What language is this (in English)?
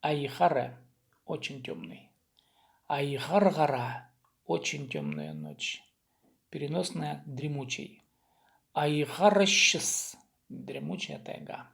Khakas